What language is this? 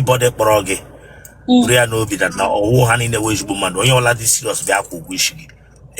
Igbo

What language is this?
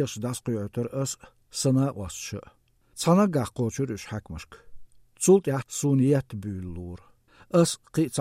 Chechen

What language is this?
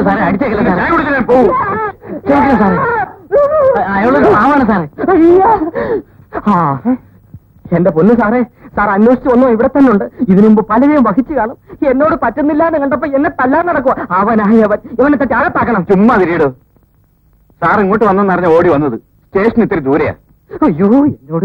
Malayalam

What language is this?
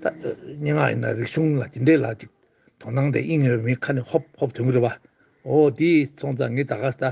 Tibetan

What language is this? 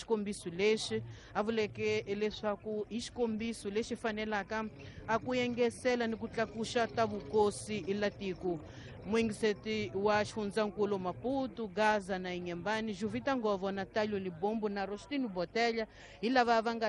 Tsonga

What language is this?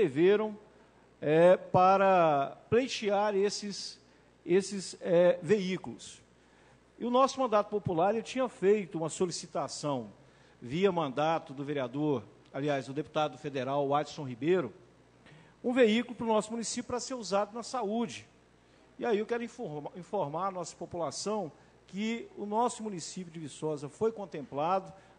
Portuguese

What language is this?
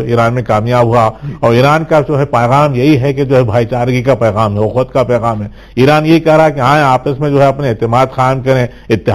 Urdu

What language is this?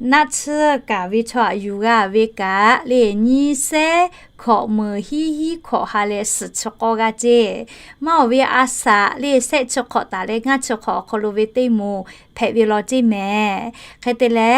Lahu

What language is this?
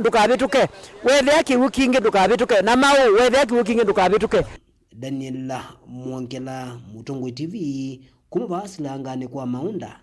Kamba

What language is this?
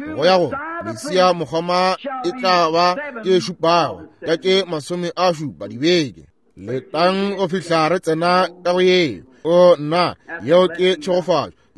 Northern Sotho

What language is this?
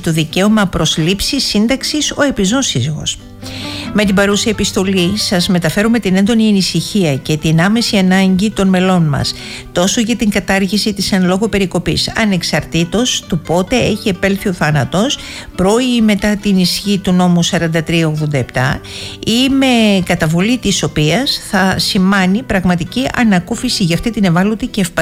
Greek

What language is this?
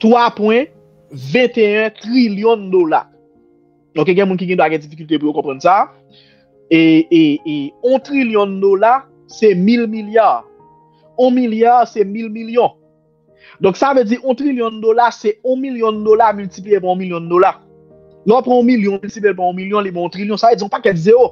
Haitian Creole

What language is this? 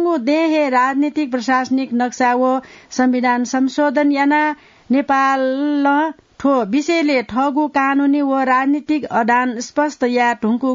Newari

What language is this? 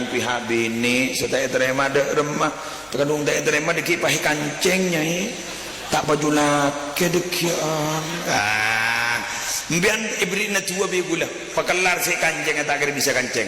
Madurese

